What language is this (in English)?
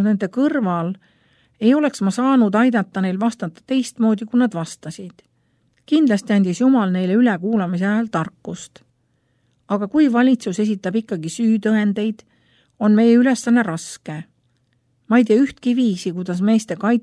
Estonian